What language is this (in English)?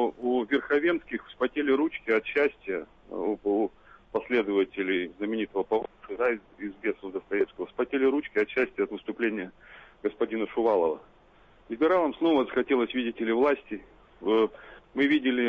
Russian